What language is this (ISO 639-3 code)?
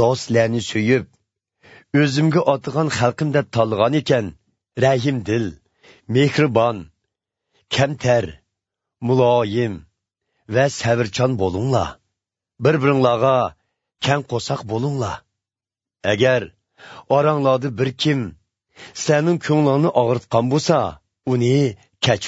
uig